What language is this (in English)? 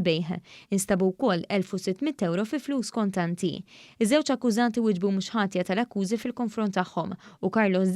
Maltese